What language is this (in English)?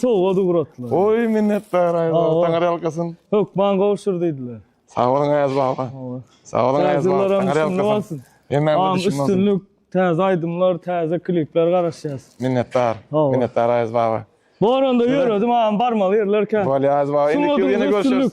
Turkmen